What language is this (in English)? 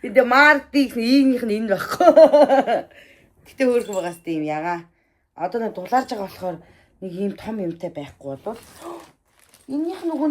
Mongolian